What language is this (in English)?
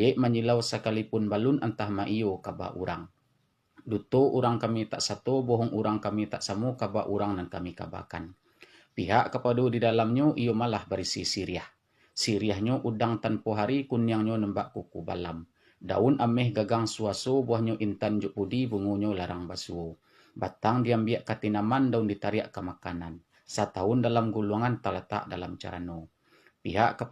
Minangkabau